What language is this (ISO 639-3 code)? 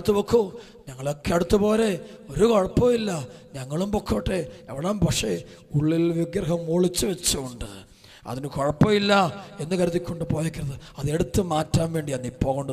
mal